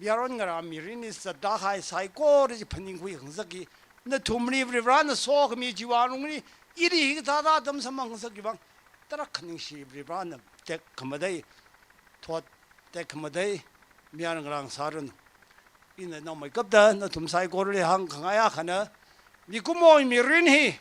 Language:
Tangkhul Naga (India)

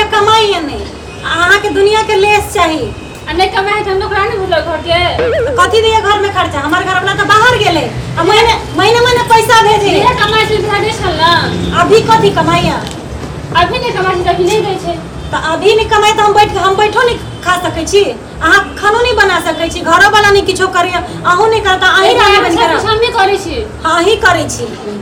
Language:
Maithili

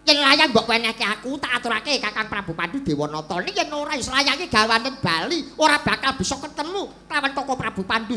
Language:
Javanese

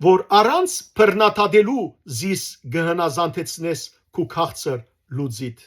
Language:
Western Armenian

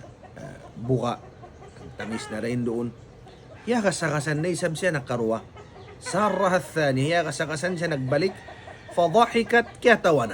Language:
Tausug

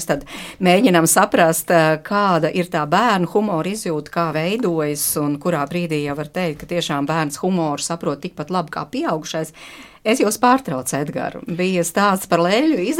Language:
Latvian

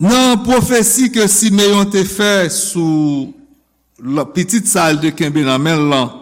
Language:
Haitian Creole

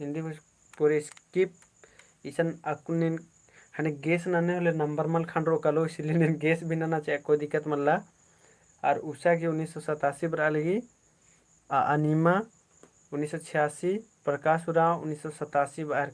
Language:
Kurukh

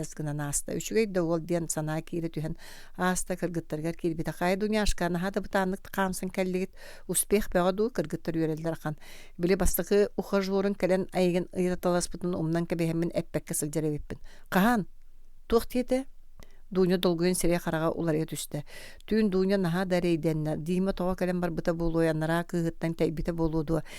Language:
Yakut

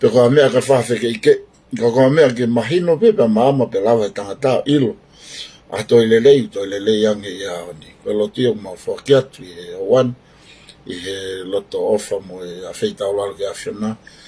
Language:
Tongan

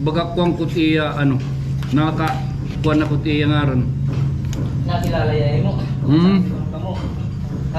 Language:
Waray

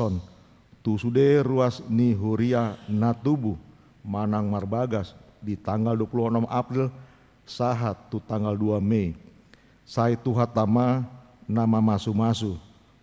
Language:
Batak Toba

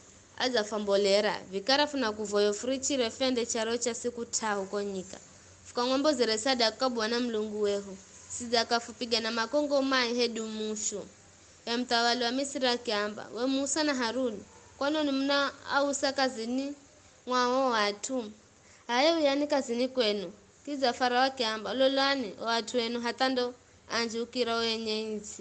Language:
Giryama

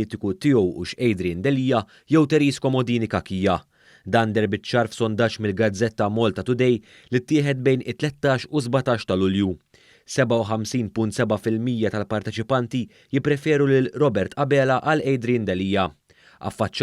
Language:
Maltese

